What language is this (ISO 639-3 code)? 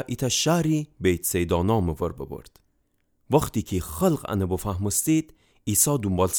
glk